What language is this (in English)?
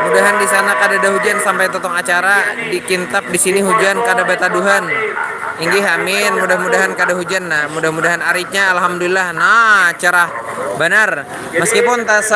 Banjar